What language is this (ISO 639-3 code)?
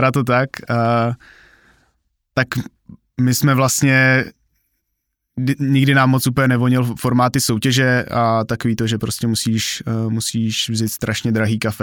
ces